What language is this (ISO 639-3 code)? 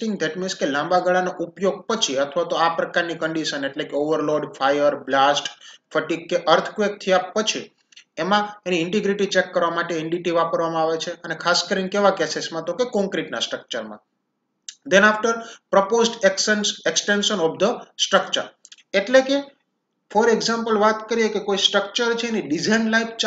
guj